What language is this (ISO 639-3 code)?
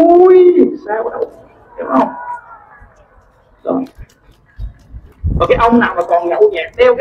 vie